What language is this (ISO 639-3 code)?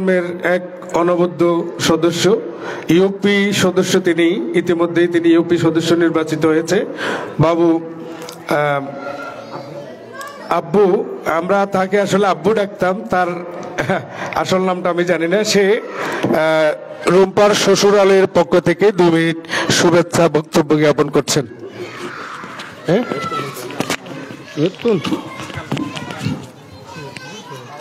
ben